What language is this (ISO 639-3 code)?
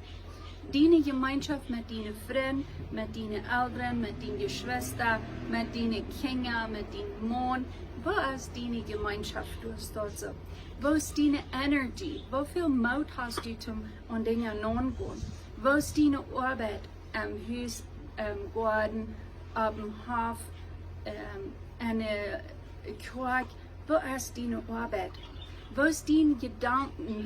pdt